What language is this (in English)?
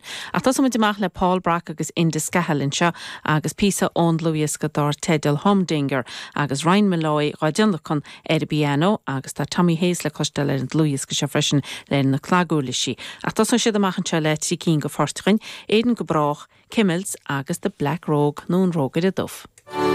Irish